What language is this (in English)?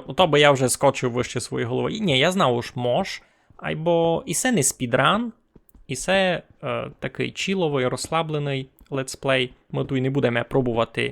Rusyn